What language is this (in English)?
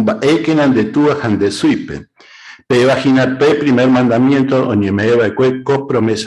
Guarani